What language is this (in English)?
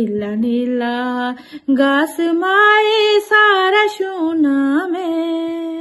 Dogri